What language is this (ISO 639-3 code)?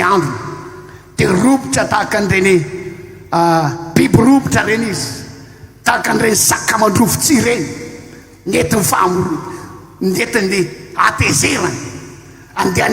mlg